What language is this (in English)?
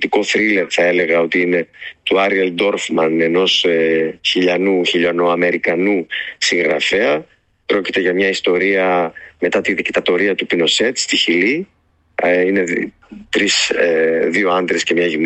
Greek